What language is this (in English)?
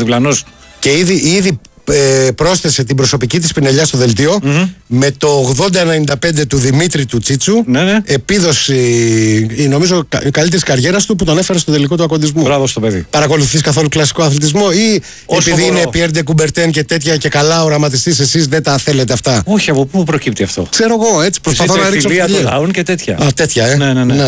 Greek